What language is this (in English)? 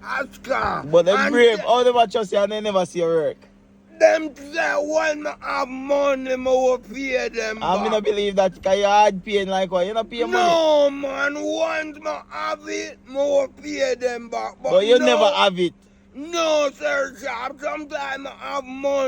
Jamaican Creole English